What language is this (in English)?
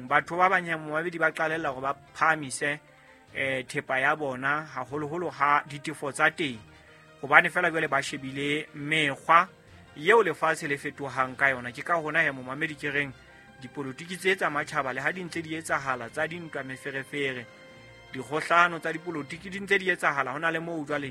Southern Sotho